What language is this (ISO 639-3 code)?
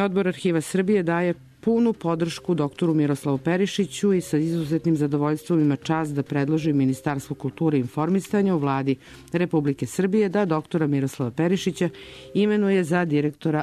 srp